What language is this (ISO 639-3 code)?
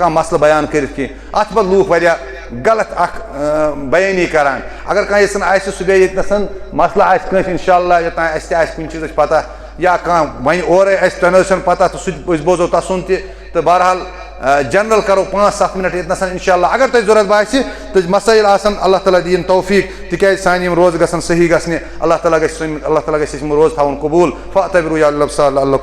kas